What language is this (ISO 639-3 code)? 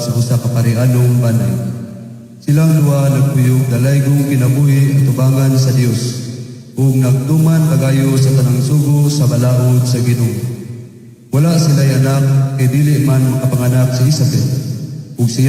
ceb